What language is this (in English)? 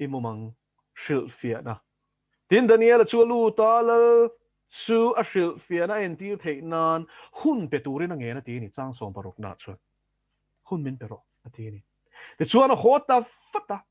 Mizo